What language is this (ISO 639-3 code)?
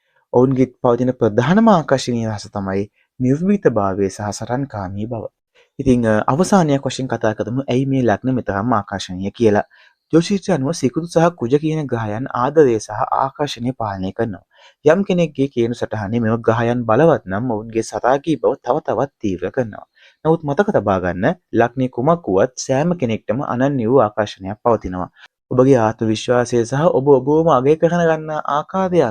sin